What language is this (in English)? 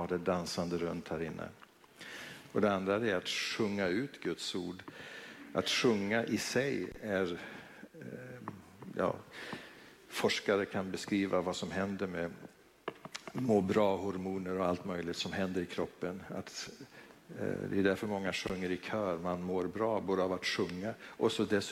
Swedish